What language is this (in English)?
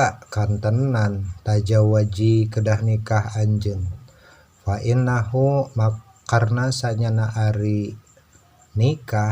Sundanese